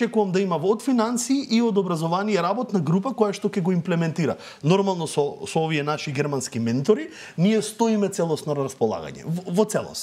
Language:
Macedonian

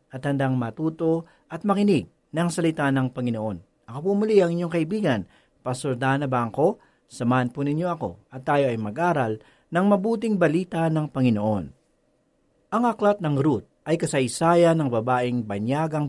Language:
Filipino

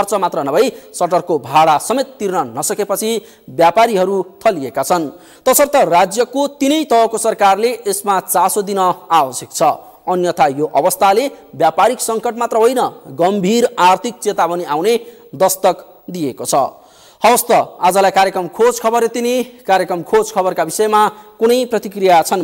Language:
Nepali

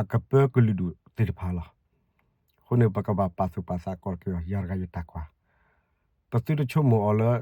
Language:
S'gaw Karen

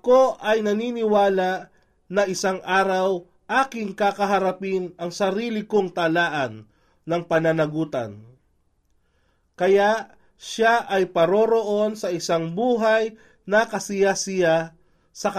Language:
Filipino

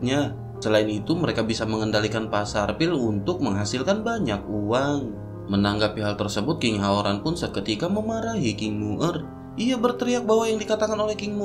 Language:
Indonesian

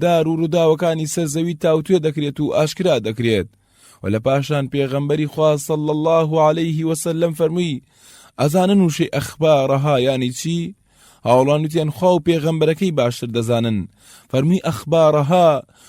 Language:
Central Kurdish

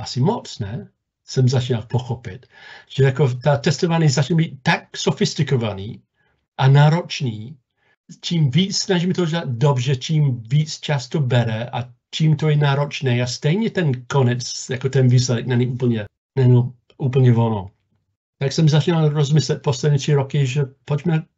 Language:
Czech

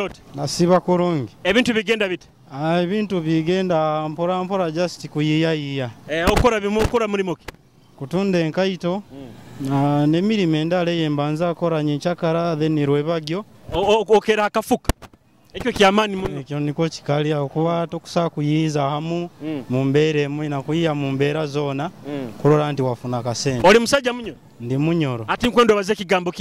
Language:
Nyoro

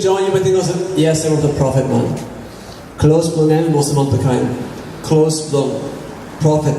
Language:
Tok Pisin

